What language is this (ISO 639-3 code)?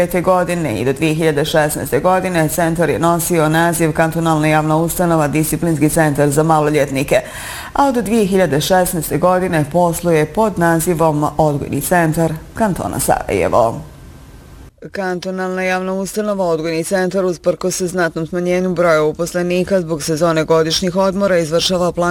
bos